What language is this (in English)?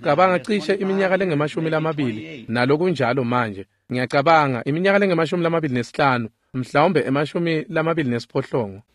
Swati